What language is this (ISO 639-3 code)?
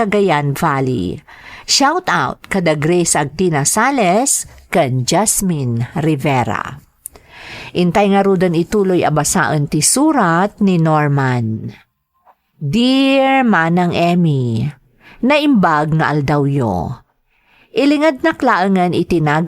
ilo